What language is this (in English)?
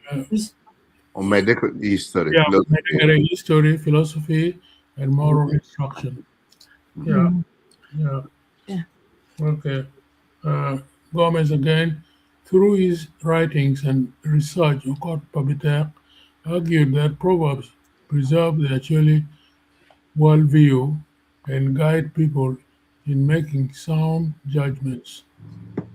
Acoli